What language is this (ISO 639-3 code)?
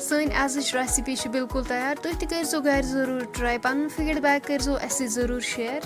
kas